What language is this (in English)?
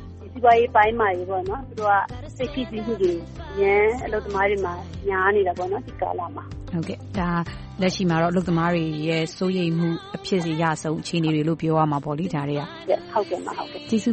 Burmese